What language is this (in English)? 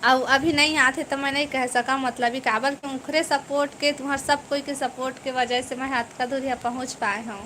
Chhattisgarhi